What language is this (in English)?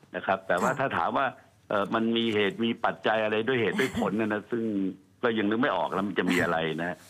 Thai